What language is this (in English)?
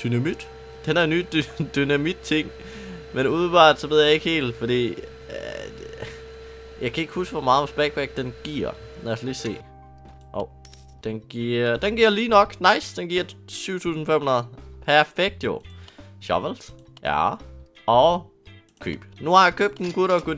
Danish